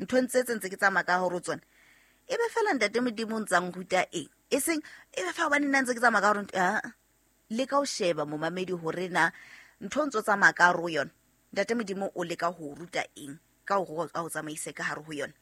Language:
Southern Sotho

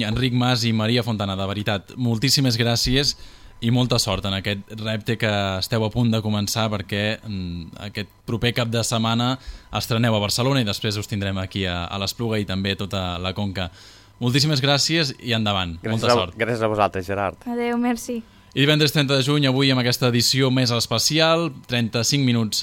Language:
Catalan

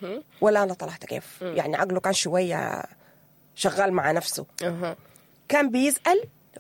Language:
Sudanese Arabic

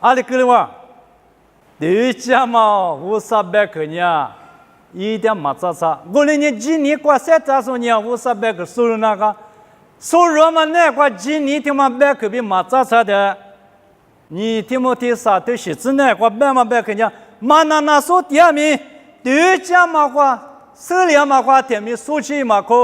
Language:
Lisu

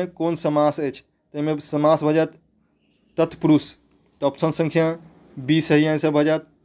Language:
Maithili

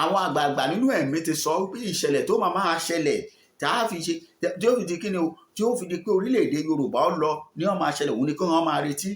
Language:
Yoruba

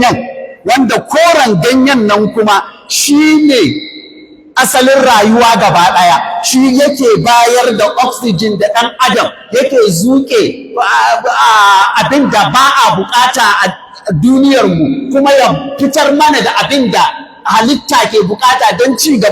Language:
Hausa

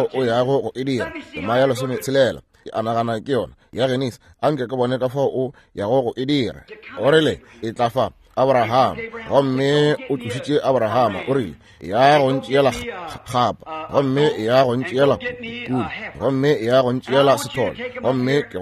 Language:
Northern Sotho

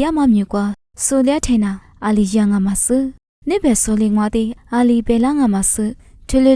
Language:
Lisu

